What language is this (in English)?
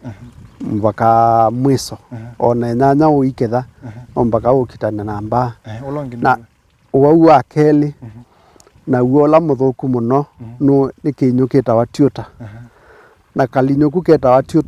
Kamba